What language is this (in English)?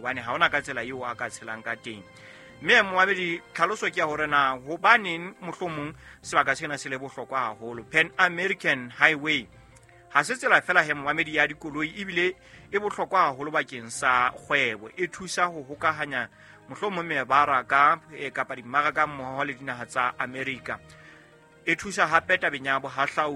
Southern Sotho